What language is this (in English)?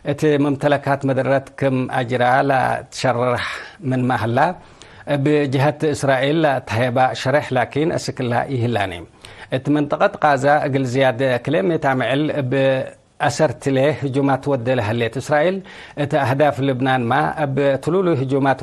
Tigre